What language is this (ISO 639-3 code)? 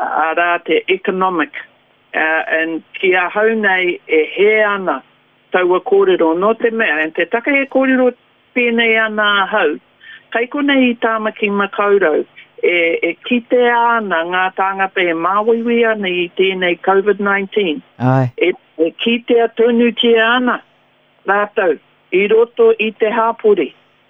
mri